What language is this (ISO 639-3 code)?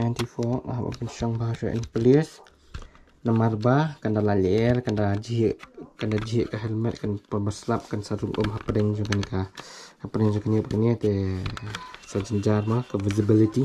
kha